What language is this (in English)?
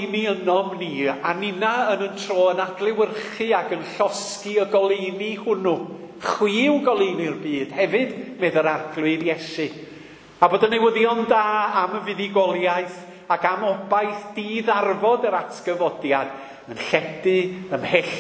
Welsh